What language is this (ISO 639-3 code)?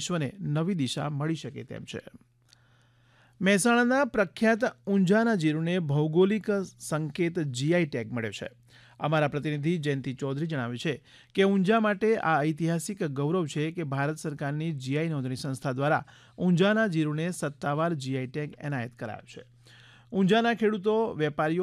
guj